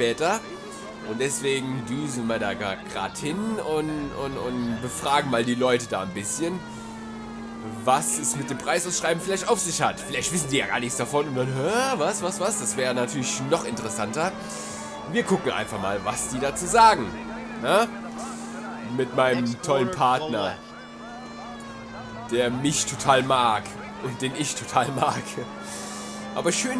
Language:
German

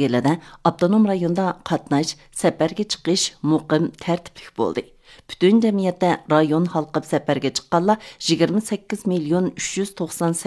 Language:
Uyghur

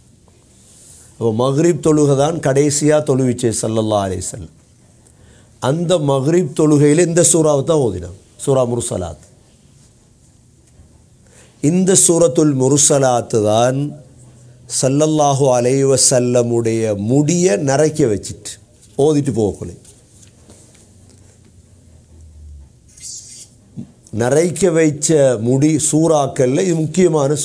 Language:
Tamil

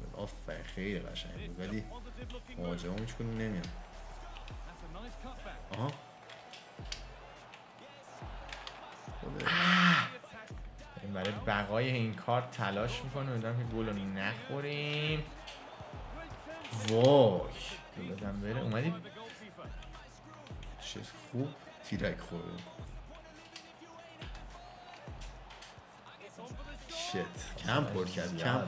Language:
Persian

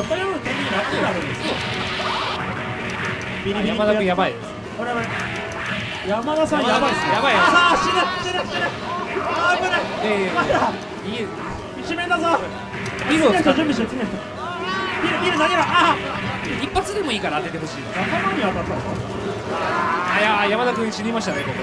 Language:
Japanese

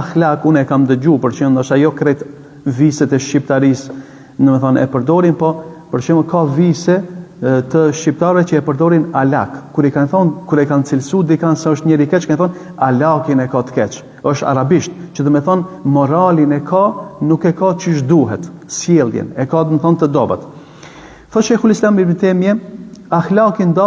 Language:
Albanian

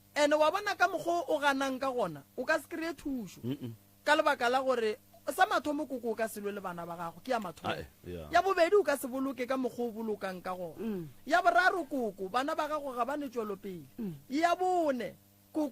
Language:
Northern Sotho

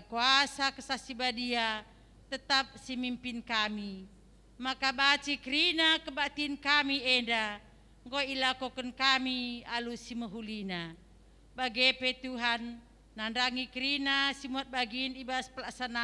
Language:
Batak Karo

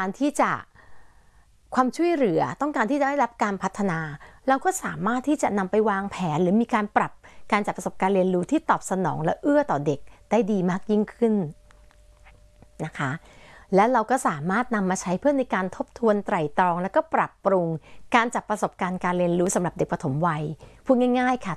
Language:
Thai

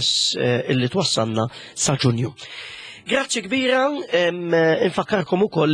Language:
Maltese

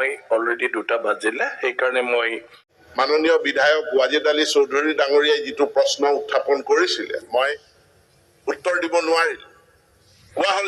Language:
Assamese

